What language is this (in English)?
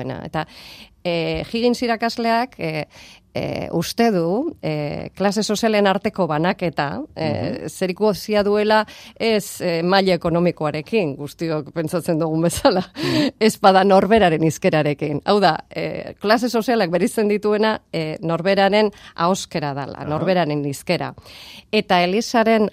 Basque